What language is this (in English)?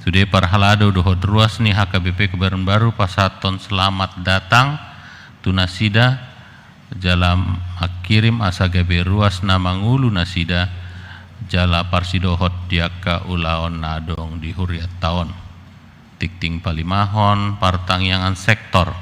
Batak Toba